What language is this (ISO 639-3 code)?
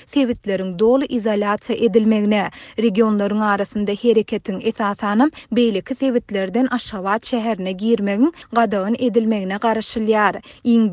tuk